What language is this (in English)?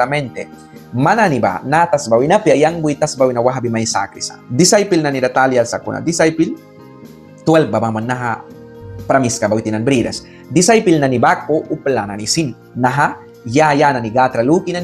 Mískito